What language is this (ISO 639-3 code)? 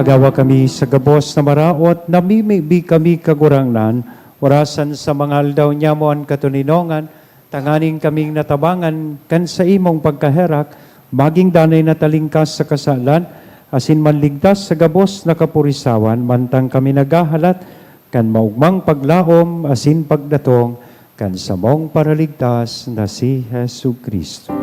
bik